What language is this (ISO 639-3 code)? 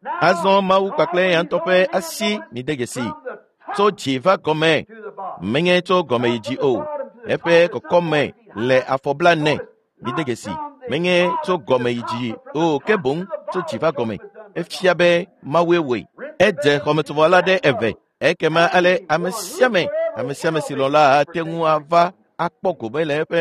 ewe